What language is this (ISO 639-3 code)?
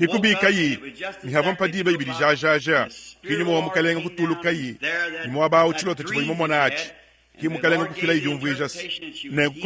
lua